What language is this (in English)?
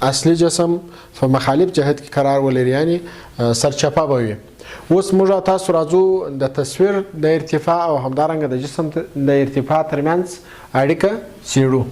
Pashto